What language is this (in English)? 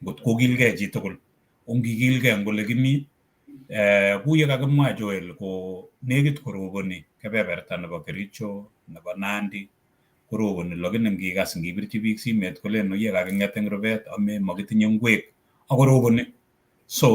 Kalenjin